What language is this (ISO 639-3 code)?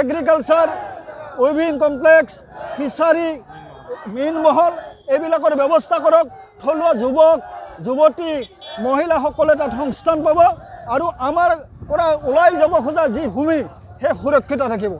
asm